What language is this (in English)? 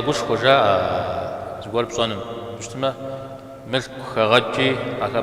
Kabardian